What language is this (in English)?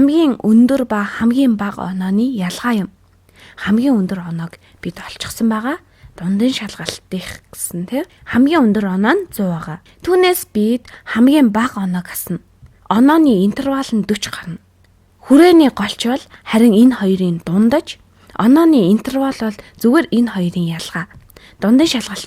Mongolian